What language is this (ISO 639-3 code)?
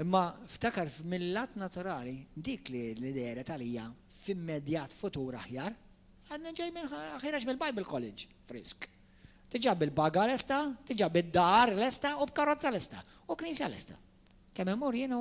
mlt